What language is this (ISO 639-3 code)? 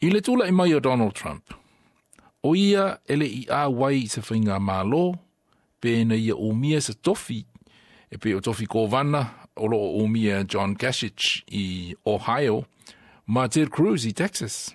smo